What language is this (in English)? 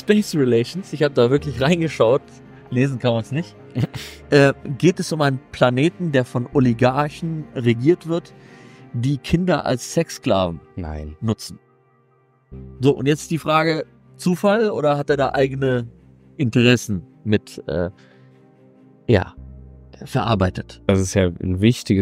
German